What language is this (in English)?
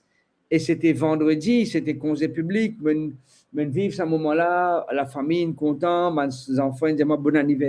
Morisyen